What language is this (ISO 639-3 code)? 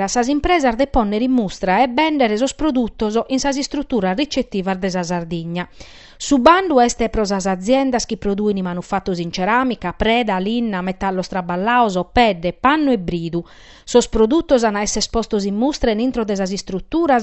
srd